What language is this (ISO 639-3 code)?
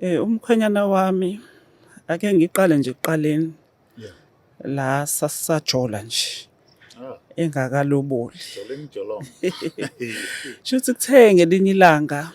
zul